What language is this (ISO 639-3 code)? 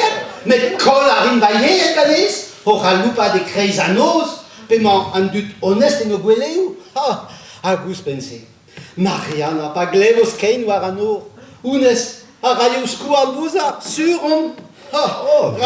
bre